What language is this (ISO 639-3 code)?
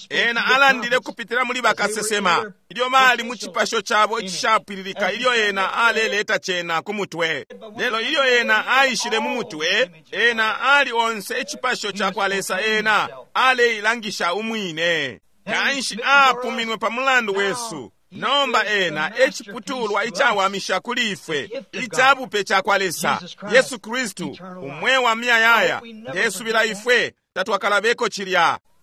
bem